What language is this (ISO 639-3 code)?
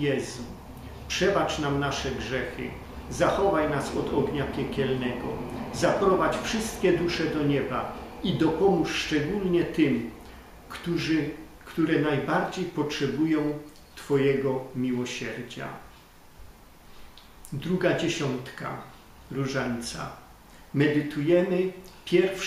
pol